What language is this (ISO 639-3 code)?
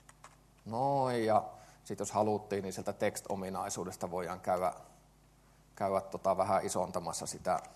fin